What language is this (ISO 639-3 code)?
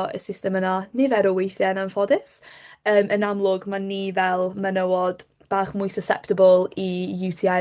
cym